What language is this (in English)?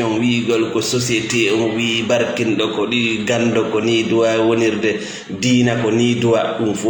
Fula